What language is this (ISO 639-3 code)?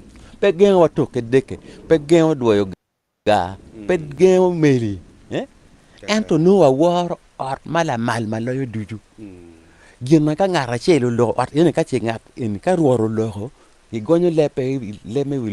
ach